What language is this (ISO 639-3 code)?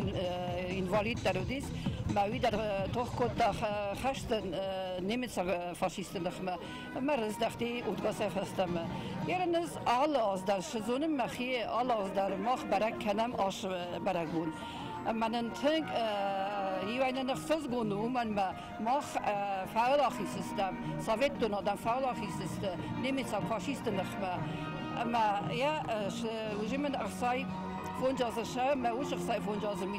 oss